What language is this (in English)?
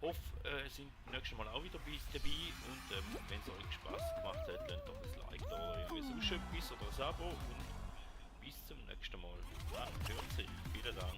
Swiss German